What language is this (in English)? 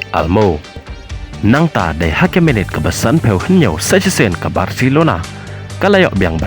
Khasi